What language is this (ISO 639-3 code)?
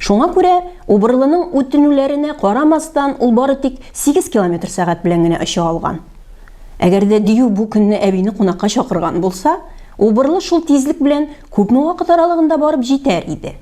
tat